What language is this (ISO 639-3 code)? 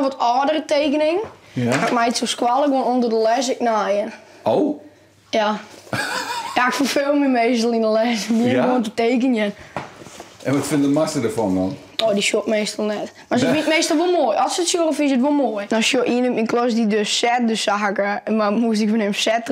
fry